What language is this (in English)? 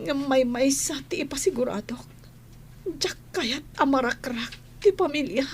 Iloko